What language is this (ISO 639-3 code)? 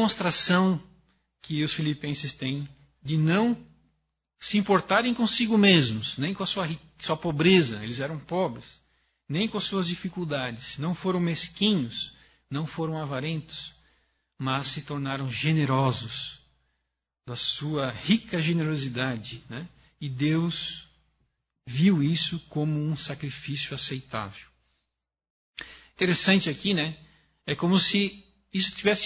por